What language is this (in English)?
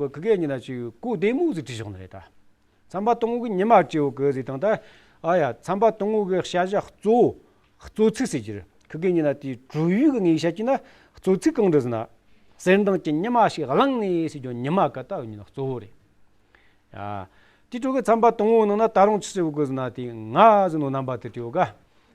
Amdo Tibetan